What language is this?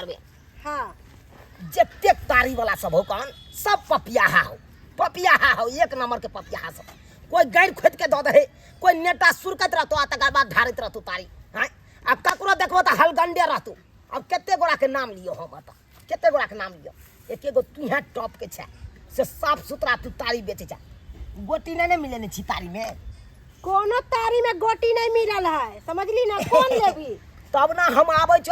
Maithili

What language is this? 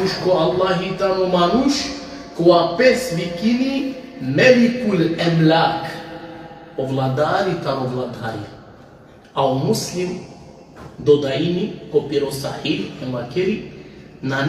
Balkan Romani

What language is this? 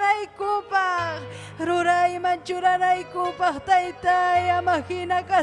Ayacucho Quechua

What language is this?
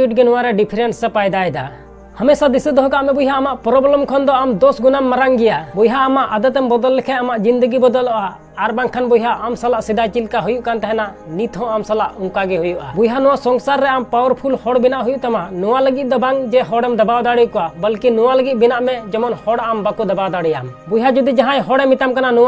Santali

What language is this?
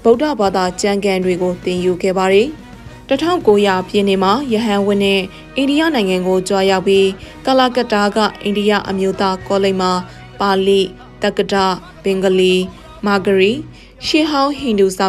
Burmese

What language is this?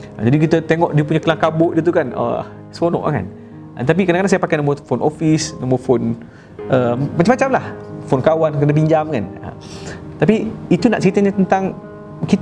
Malay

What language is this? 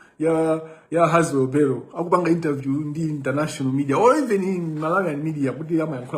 Nyanja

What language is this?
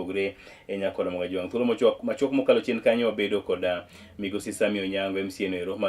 Luo (Kenya and Tanzania)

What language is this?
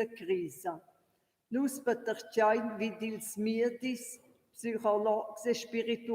Romansh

